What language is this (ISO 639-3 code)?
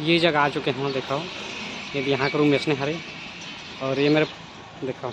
hne